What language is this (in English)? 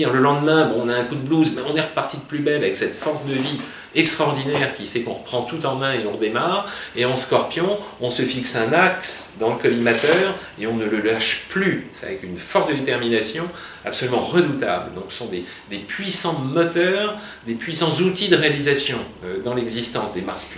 French